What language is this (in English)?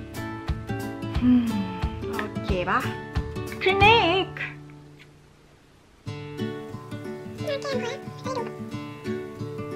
Thai